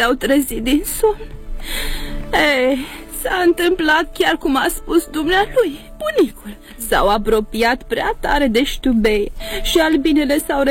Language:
Romanian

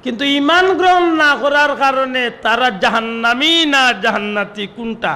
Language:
Sylheti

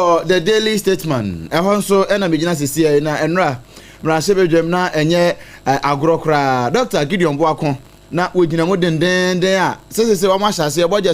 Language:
Akan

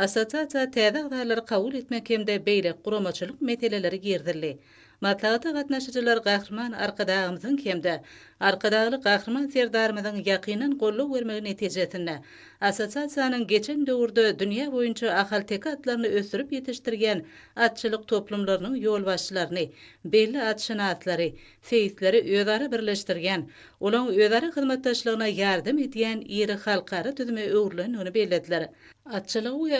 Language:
Turkmen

